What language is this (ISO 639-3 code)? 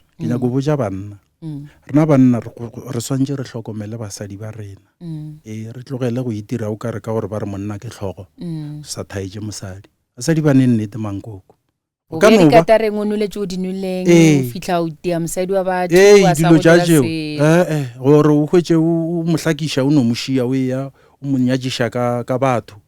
nso